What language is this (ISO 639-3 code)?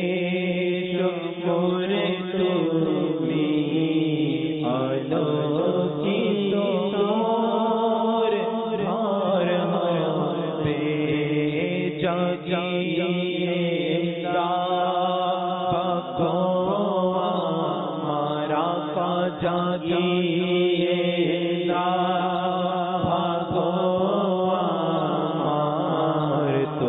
ben